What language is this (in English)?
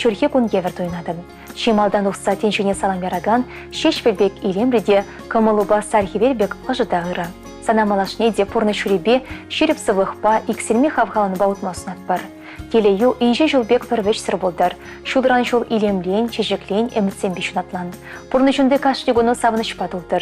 Chuvash